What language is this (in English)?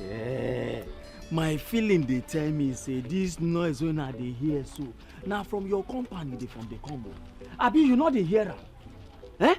Nigerian Pidgin